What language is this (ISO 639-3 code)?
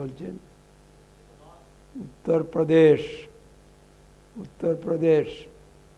ben